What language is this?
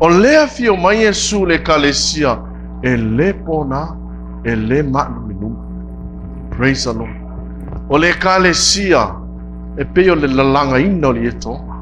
Samoan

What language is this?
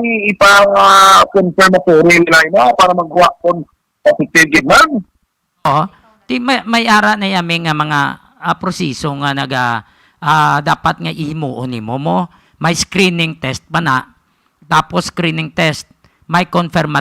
Hiligaynon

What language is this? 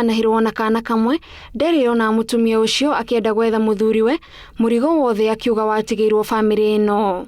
Kikuyu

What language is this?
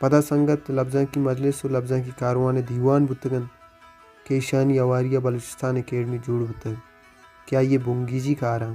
Baluchi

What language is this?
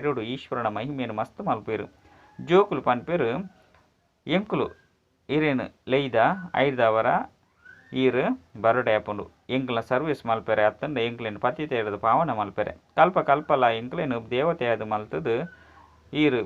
Tulu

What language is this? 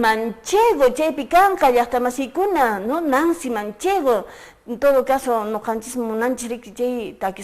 Quechua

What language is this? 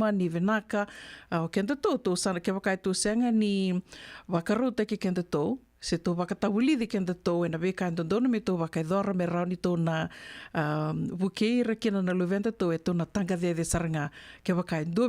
Fijian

